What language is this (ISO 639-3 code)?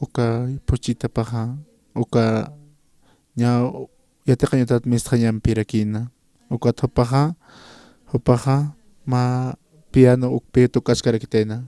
aym